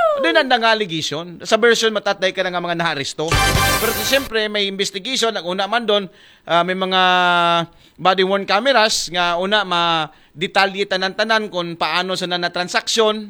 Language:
Aklanon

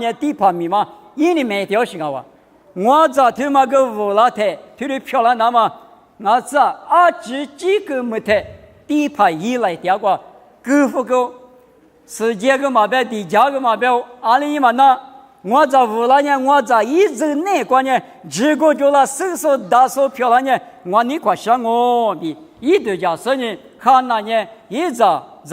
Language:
Lisu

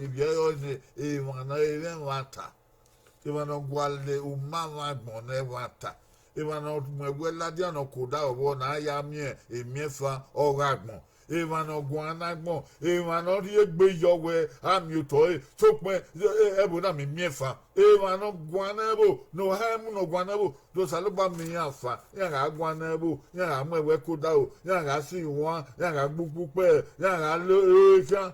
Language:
Bini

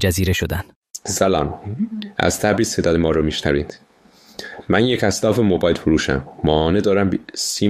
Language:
Persian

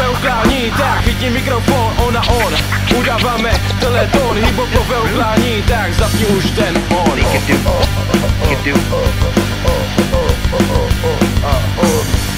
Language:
Czech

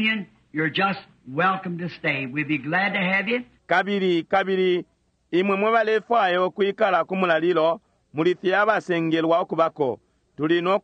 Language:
Bemba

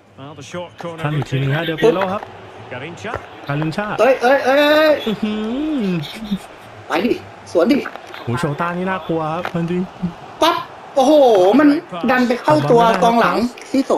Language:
Thai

